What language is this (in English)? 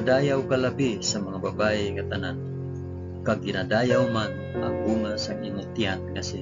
Hiligaynon